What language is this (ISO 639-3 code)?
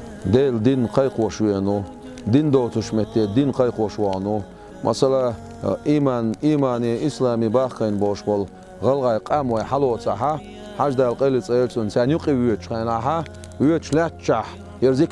che